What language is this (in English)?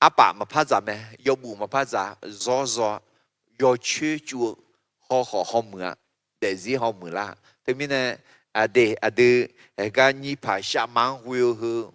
Akha